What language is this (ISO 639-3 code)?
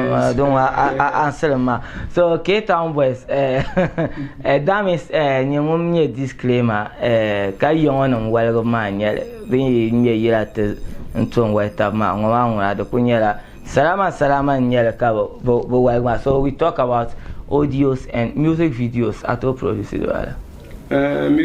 dag